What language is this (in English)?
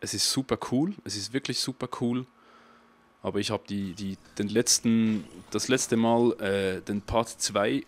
Swiss German